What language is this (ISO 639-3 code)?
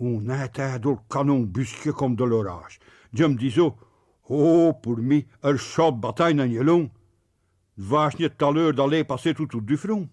pcd